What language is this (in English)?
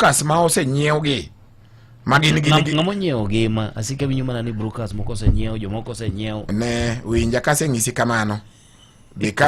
Luo (Kenya and Tanzania)